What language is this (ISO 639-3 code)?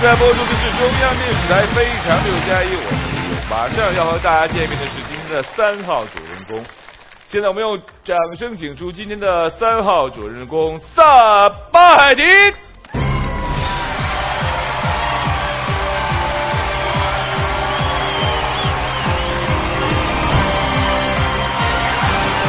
zho